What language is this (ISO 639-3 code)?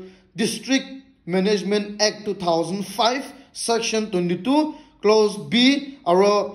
nag